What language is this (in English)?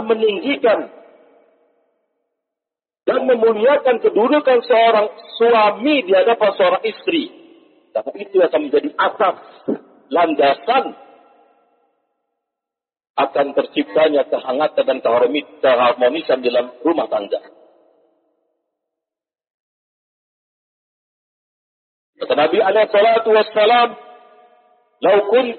Indonesian